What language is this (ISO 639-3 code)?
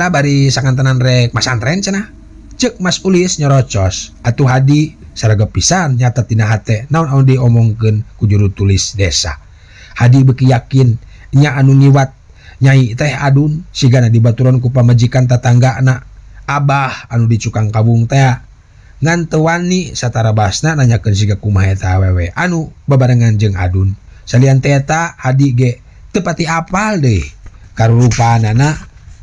sun